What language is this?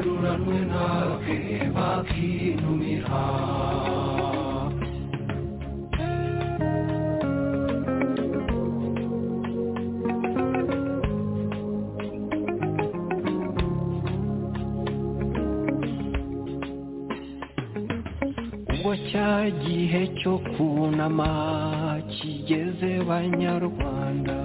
Kinyarwanda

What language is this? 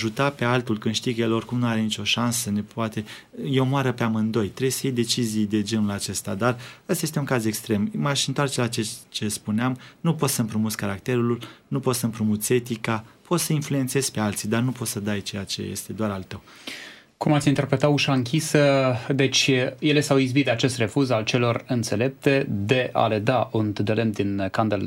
Romanian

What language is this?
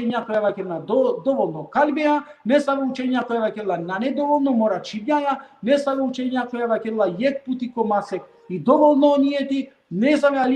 Balkan Romani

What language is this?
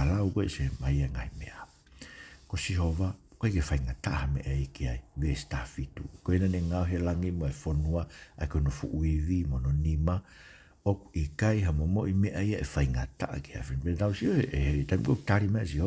Tongan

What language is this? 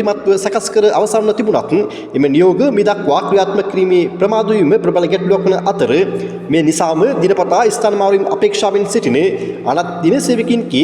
Sinhala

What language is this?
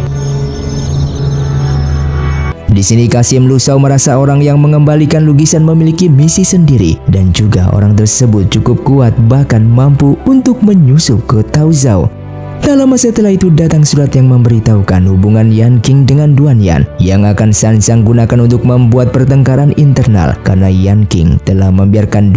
Indonesian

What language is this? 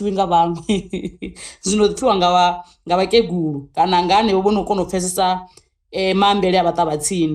Venda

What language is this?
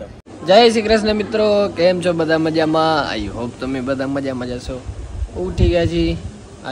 Gujarati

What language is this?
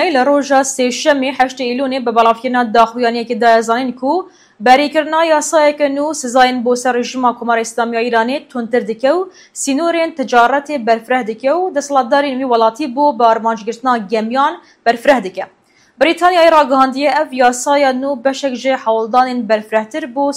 Kurdish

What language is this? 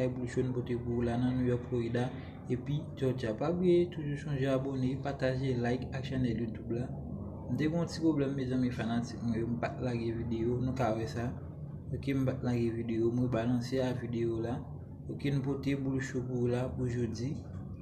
Haitian Creole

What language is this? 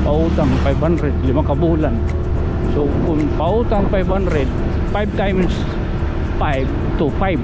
Waray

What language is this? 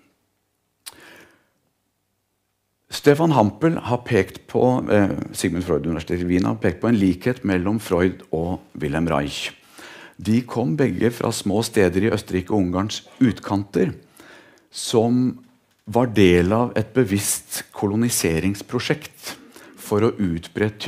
Norwegian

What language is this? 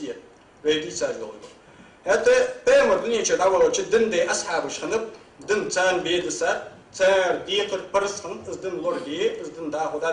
Ingush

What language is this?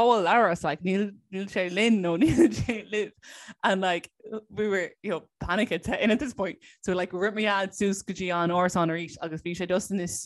Irish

